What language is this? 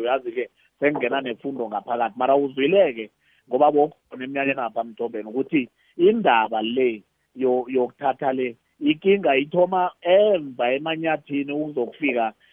South Ndebele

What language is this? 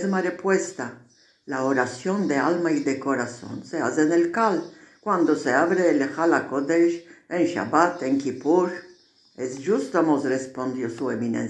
Ladino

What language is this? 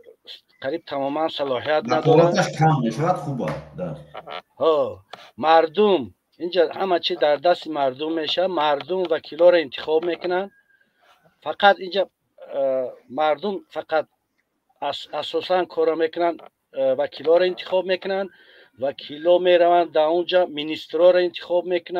Tajik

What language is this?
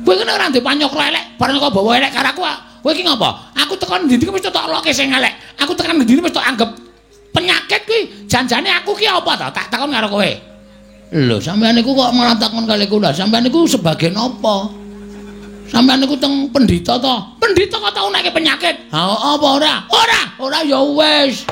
Javanese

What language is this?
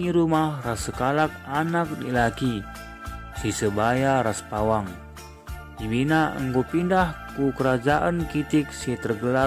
Batak Karo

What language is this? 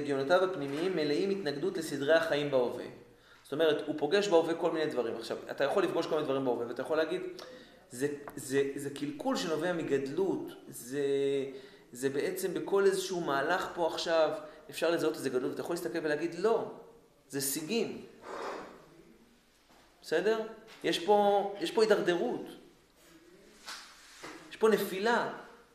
Hebrew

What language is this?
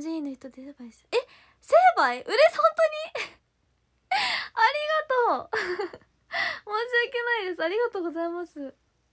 Japanese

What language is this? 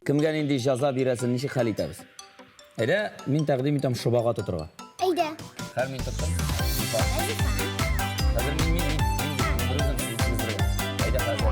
Tatar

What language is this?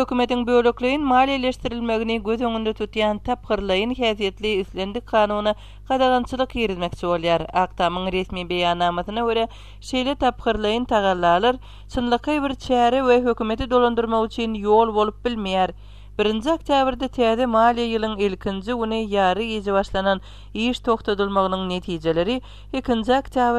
Turkmen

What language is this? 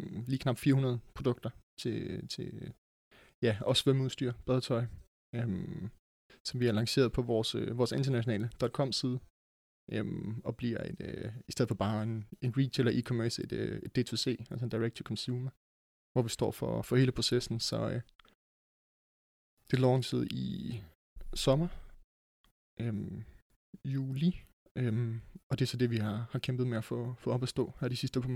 Danish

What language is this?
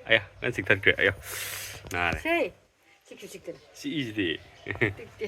Manipuri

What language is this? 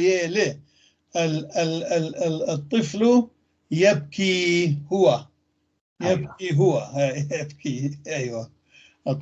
North Levantine Arabic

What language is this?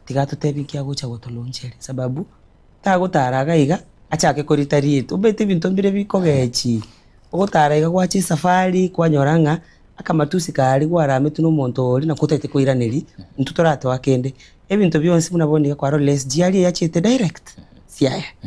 Gusii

